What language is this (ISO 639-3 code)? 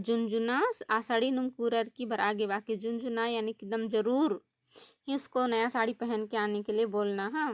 kru